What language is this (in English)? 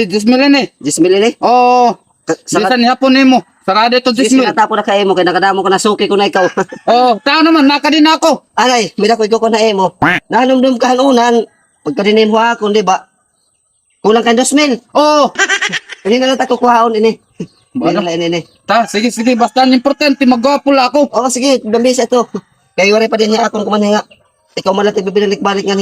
Waray